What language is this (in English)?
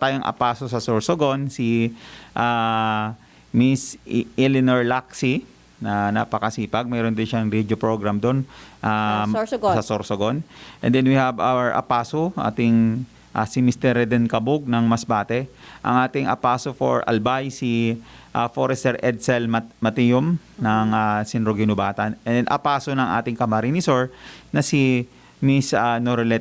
Bikol